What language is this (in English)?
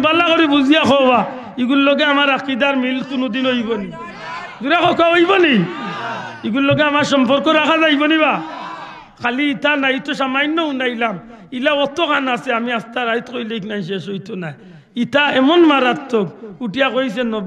Sylheti